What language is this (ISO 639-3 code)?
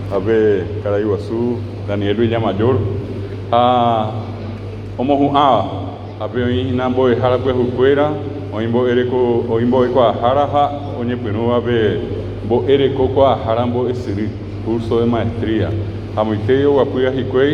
grn